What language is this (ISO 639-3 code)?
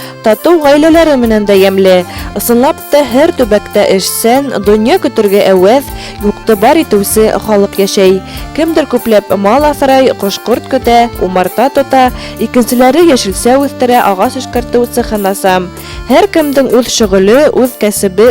bak